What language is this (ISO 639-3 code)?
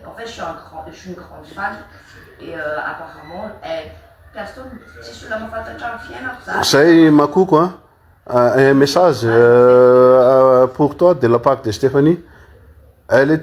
mlg